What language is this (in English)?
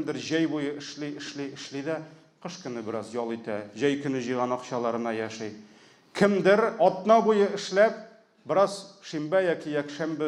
Tatar